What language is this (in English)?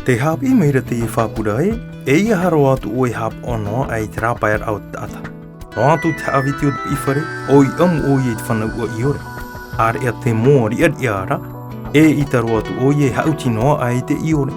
Tahitian